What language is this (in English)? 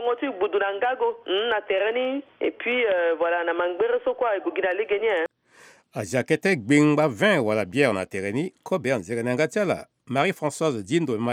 Sango